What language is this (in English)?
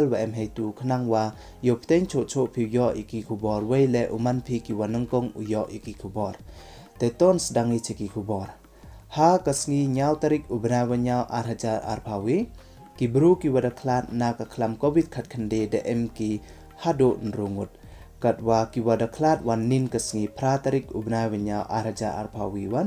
Pnar